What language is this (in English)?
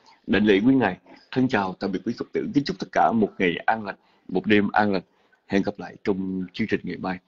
Vietnamese